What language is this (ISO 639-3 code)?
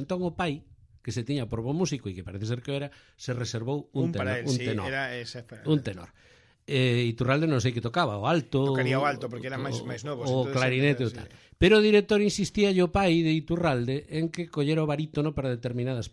glg